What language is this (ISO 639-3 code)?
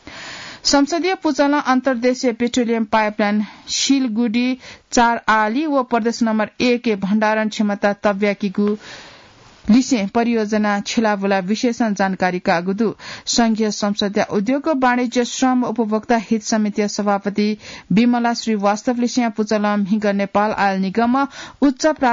new